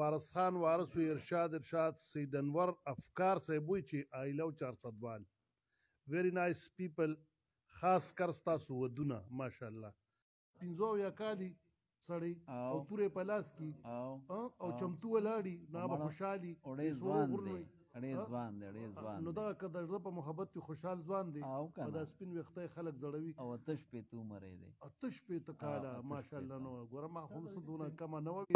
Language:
Pashto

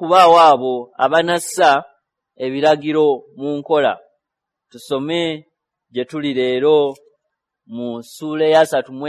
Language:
Ganda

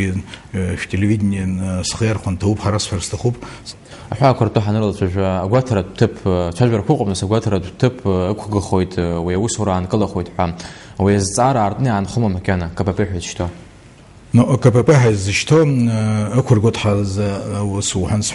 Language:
Abkhazian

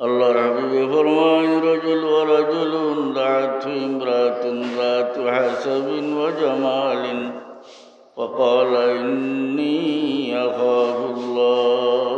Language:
Sylheti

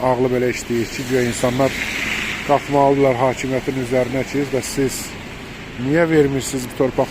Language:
Azerbaijani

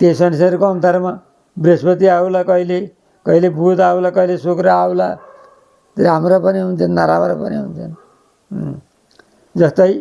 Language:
Nepali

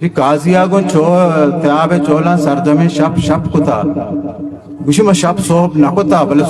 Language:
Eastern Balochi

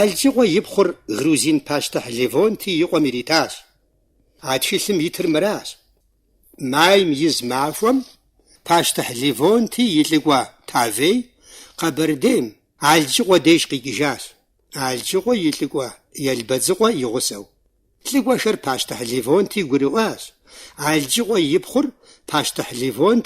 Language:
Kabardian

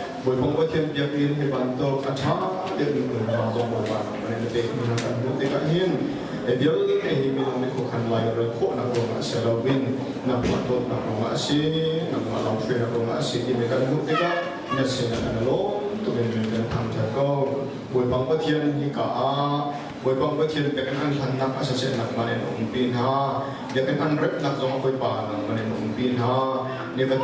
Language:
Hakha Chin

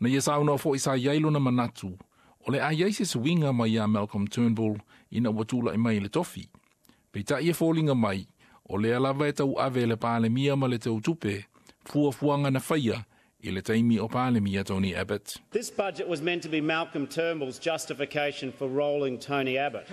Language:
Samoan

